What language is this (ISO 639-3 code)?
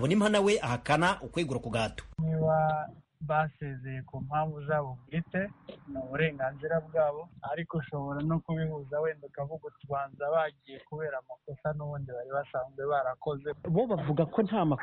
kin